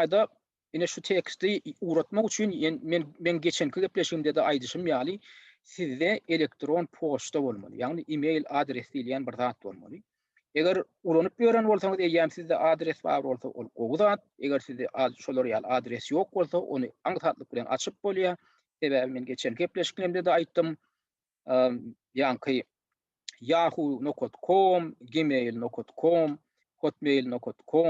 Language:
Turkmen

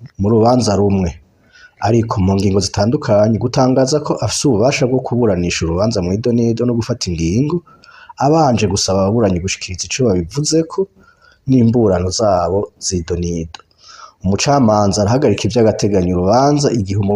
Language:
Rundi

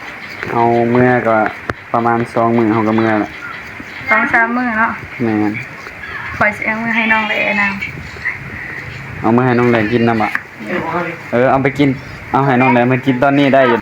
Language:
Northeastern Thai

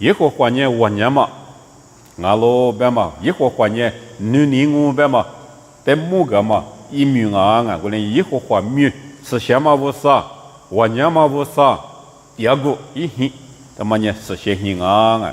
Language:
Lisu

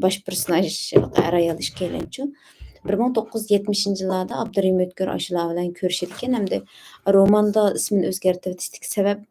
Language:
Uyghur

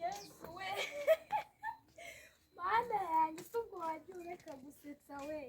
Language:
Kinyarwanda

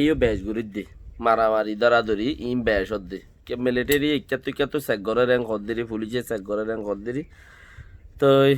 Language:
Rohingya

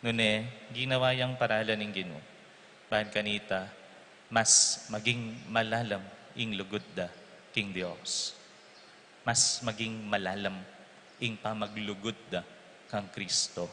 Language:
Pampanga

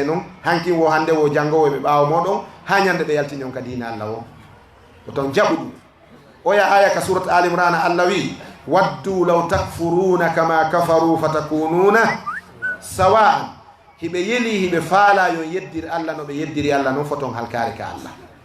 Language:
Fula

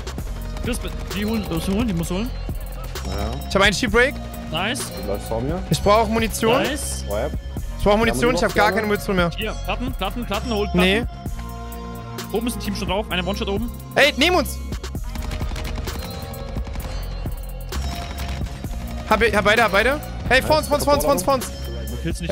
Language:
German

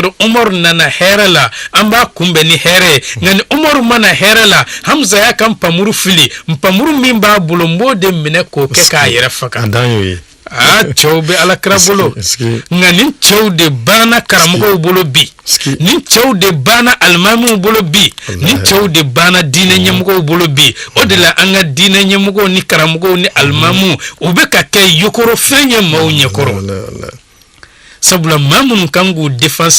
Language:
Bambara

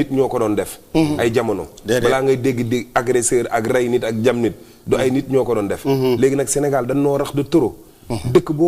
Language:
Wolof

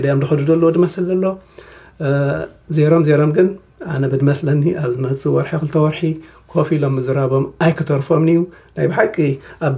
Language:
Tigrinya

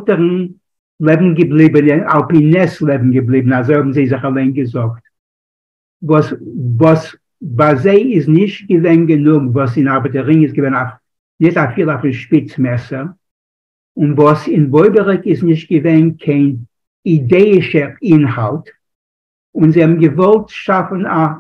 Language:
Yiddish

